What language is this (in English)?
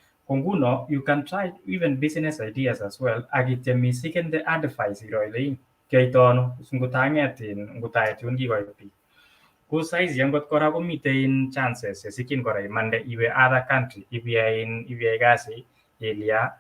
Kalenjin